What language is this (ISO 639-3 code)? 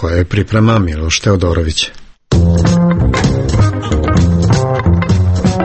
srp